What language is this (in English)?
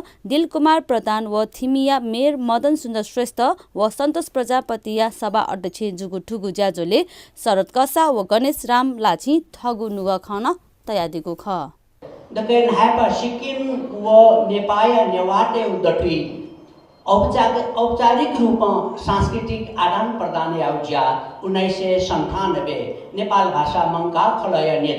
Newari